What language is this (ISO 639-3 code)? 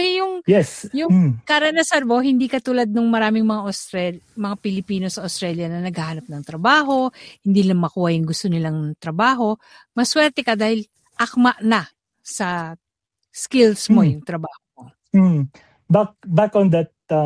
fil